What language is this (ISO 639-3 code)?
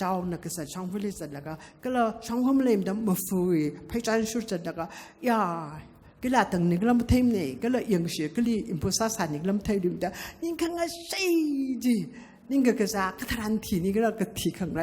nmf